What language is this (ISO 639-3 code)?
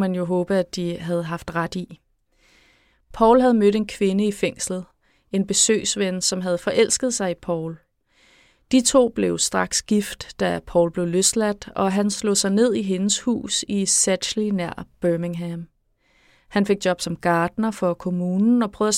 dan